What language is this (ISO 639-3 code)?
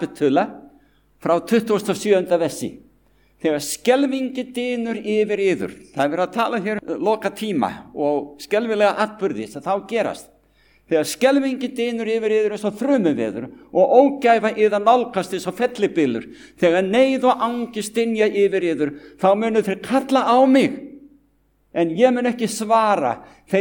isl